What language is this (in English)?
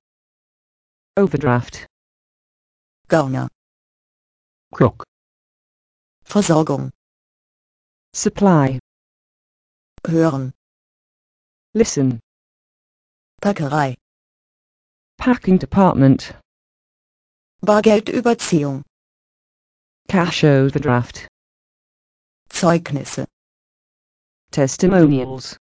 German